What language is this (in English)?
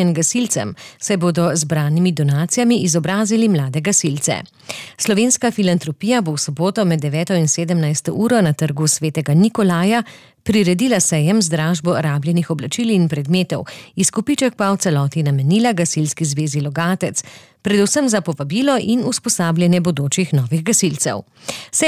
Slovenian